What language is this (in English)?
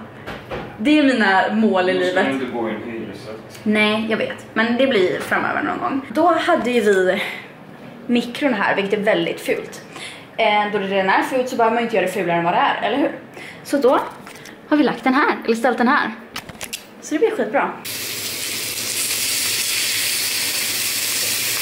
Swedish